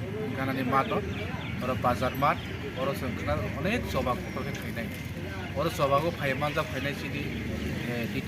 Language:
Kok Borok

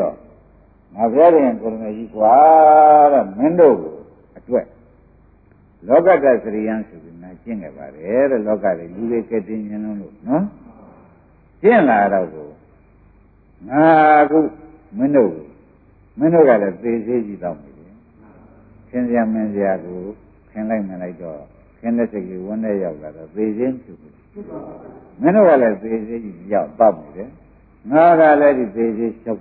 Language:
Burmese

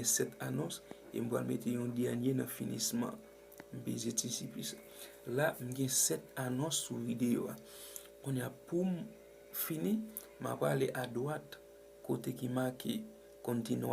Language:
Haitian Creole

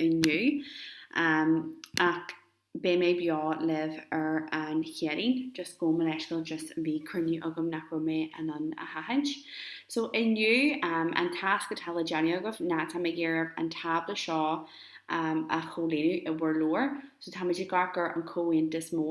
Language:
Irish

